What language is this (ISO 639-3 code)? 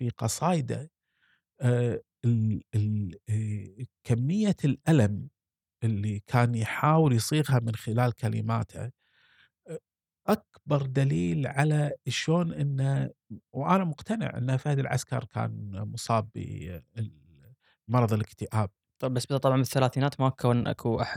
afb